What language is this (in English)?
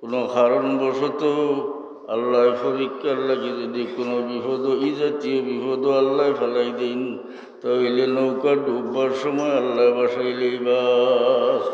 Sylheti